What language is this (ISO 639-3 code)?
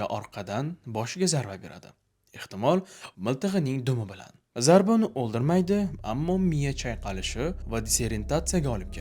uzb